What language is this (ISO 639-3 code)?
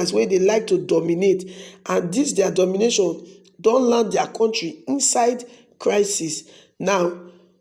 pcm